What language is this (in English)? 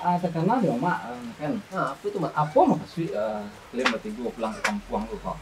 Minangkabau